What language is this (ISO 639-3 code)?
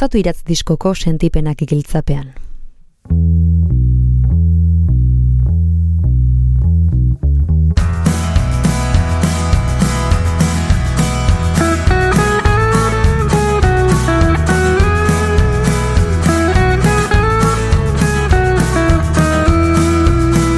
eus